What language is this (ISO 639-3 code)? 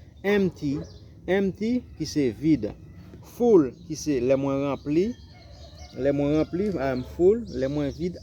hat